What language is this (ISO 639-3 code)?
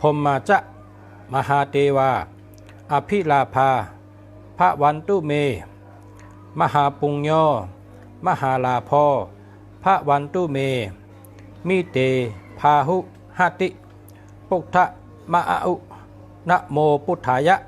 shn